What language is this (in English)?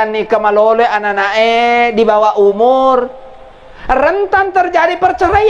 Buginese